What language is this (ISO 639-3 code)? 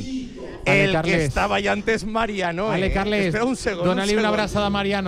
cat